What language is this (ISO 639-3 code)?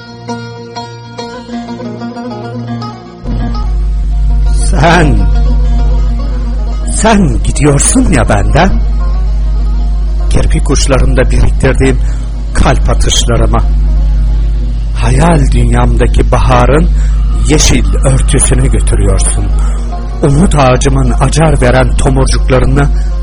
tur